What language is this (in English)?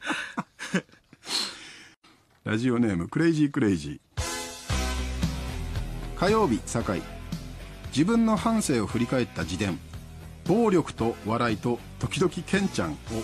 Japanese